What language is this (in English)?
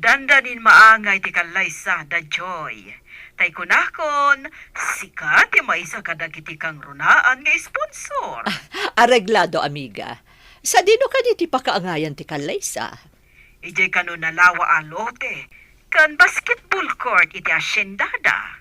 Iloko